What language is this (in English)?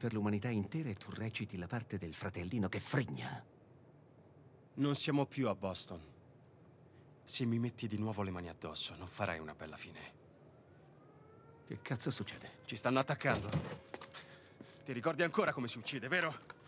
Italian